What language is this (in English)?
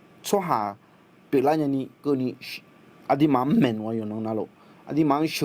Akha